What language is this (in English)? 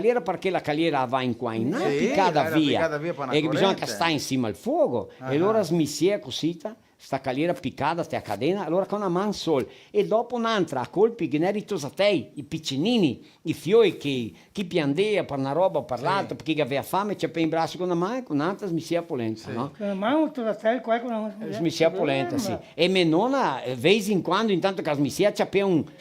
Venetian